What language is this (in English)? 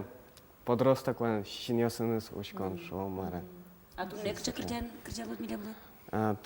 Udmurt